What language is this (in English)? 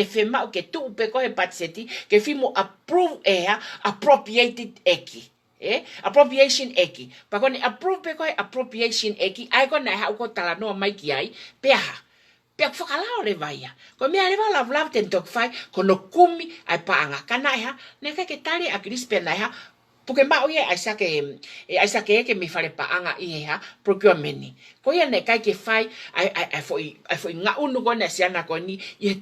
Tongan